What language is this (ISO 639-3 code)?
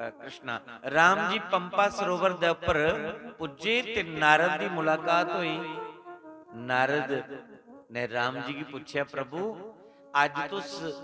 doi